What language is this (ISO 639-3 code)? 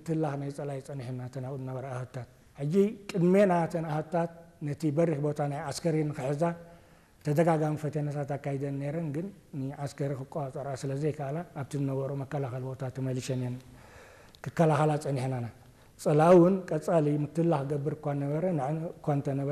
tir